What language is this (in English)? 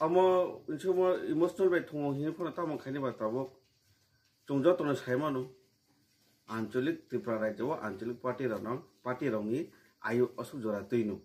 Kok Borok